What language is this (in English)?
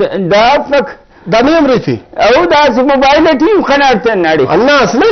Brahui